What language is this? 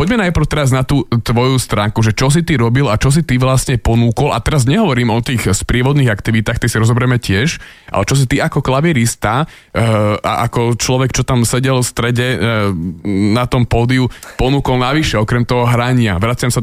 Slovak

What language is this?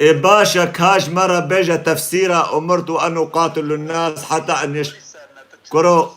Kurdish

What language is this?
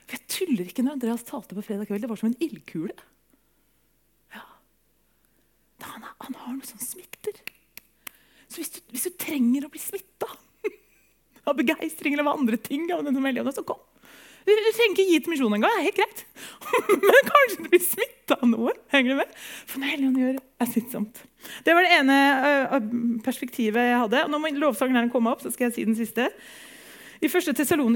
Norwegian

